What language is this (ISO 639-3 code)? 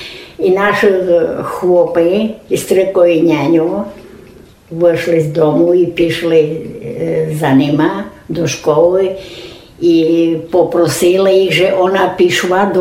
rue